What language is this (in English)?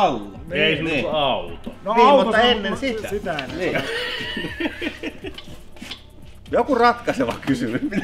Finnish